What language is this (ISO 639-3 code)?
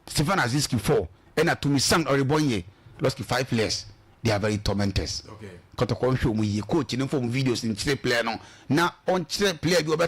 aka